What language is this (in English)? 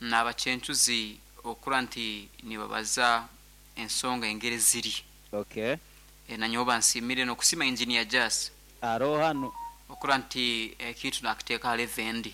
Nyankole